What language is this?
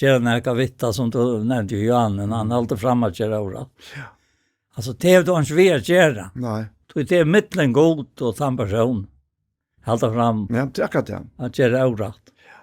Faroese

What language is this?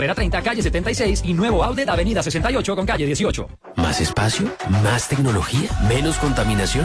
Spanish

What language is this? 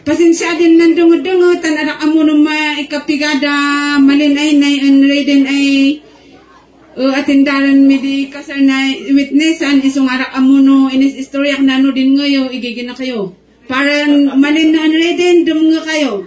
Kankanaey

